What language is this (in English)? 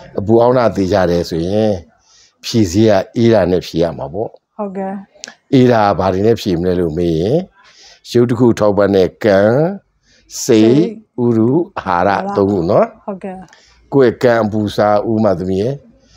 Burmese